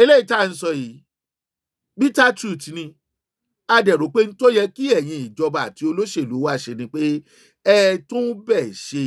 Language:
Yoruba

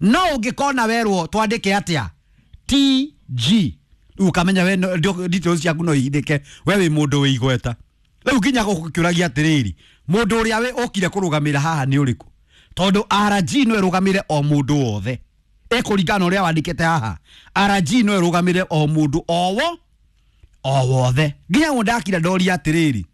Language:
Kikuyu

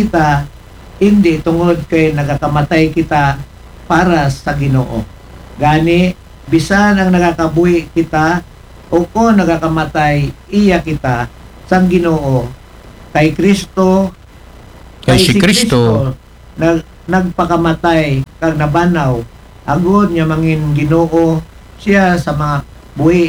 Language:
Aklanon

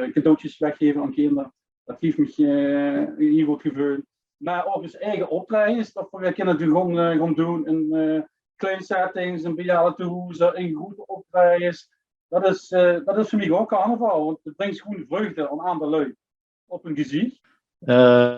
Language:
Limburgish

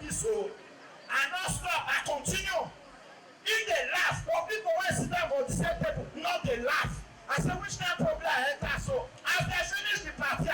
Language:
Nigerian Pidgin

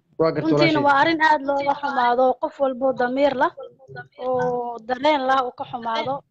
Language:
Somali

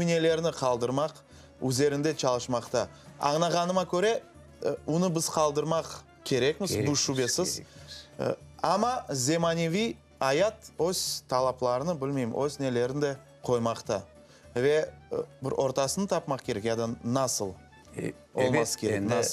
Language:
Crimean Tatar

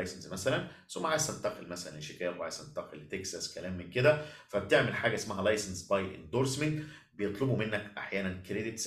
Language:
Egyptian Arabic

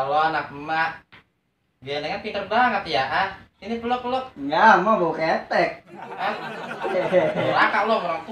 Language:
Betawi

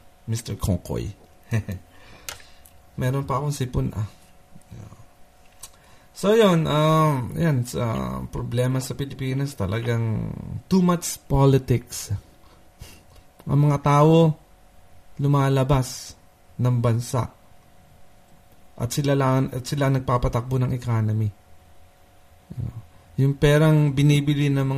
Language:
Filipino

